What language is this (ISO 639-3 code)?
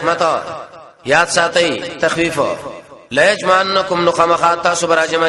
pus